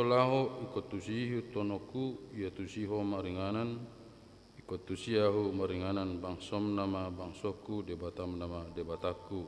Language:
Batak Toba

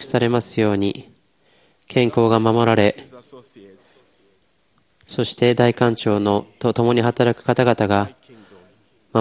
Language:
Japanese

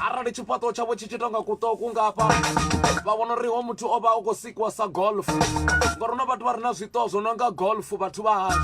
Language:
Venda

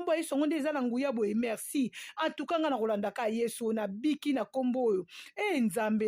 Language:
Lingala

